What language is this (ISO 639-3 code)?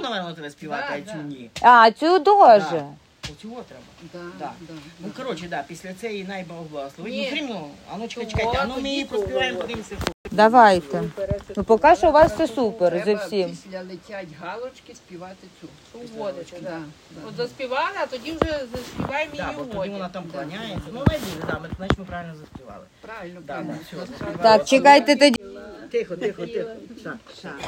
ukr